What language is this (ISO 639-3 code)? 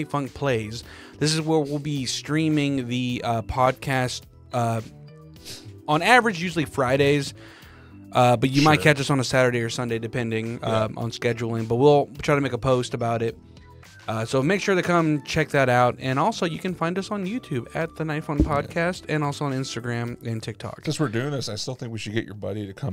eng